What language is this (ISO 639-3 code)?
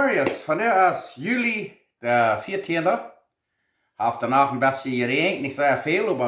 pdt